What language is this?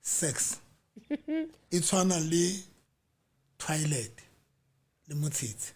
Southern Sotho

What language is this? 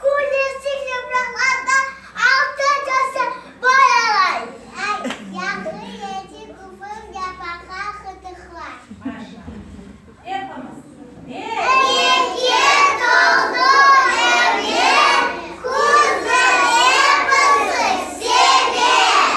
Crimean Tatar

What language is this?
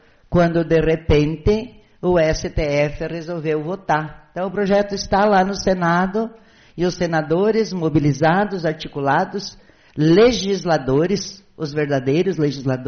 Portuguese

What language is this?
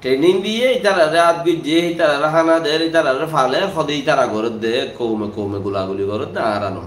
Rohingya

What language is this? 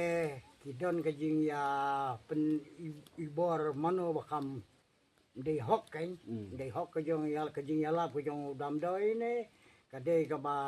Khasi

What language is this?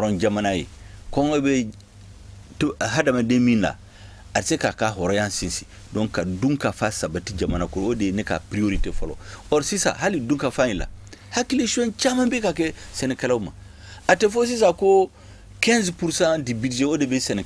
Bambara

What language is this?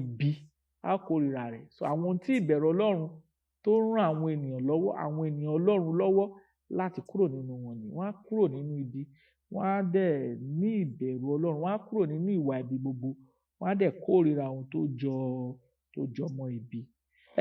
Yoruba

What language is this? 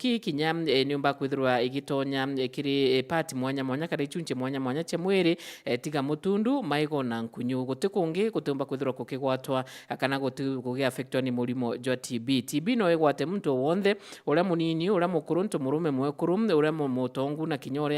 Meru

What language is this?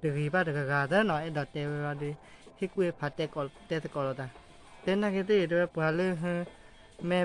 S'gaw Karen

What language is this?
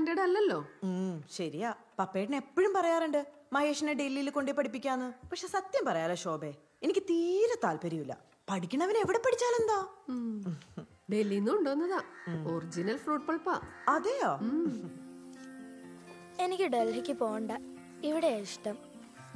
Malayalam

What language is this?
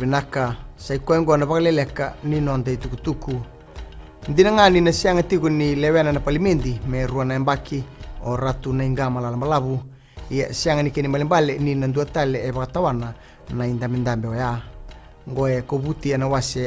Fijian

